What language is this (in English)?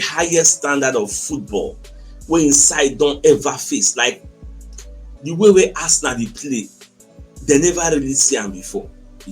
Nigerian Pidgin